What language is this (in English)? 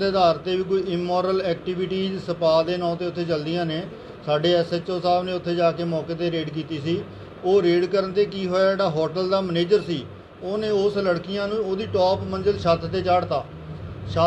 Punjabi